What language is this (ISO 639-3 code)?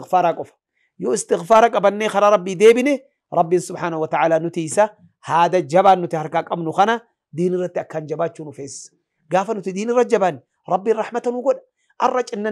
orm